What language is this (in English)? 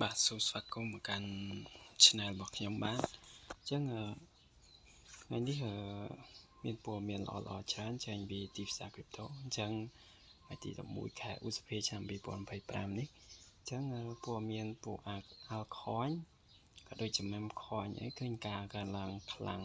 Khmer